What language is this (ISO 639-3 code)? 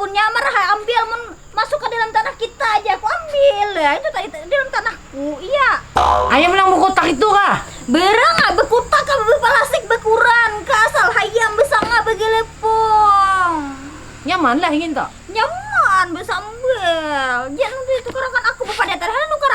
bjn